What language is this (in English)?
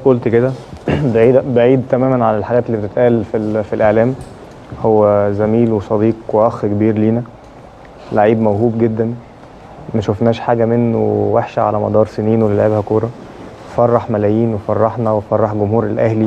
Egyptian Arabic